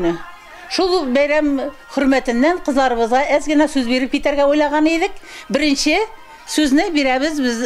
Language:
Bashkir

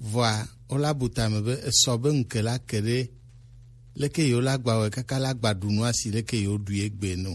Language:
Gen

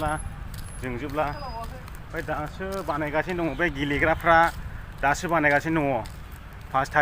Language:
Bodo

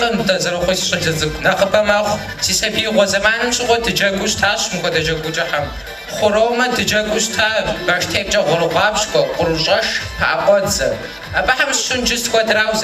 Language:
Kabardian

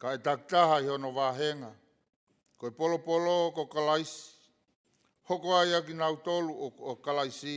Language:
Tongan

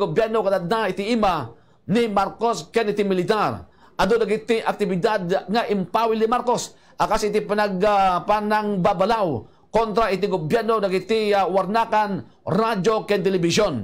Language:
Iloko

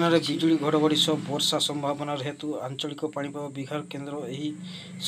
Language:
Odia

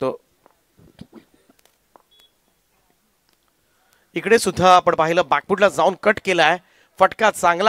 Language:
Marathi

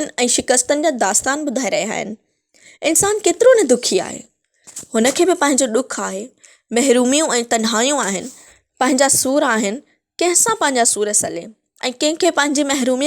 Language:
Sindhi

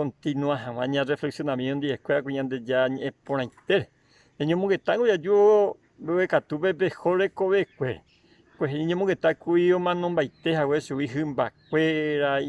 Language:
Guarani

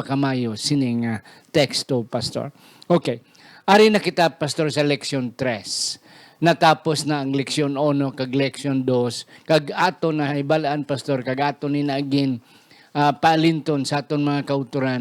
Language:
Hiligaynon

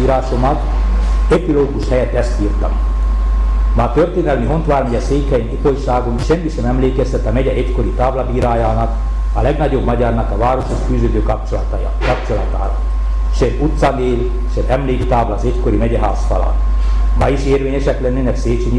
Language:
Hungarian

